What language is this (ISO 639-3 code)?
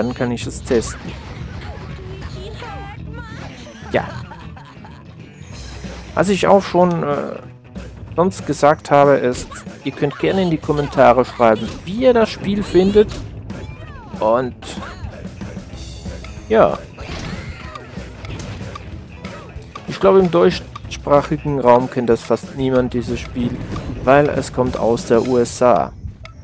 deu